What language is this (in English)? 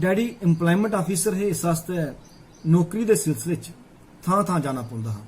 Dogri